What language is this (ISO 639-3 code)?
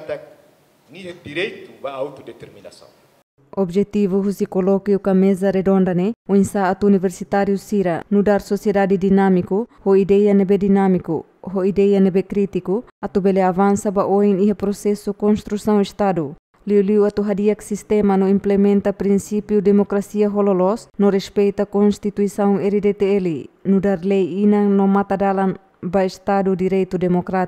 tet